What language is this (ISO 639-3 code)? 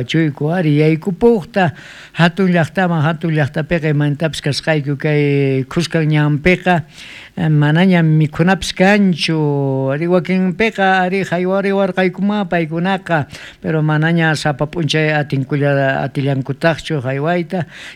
quh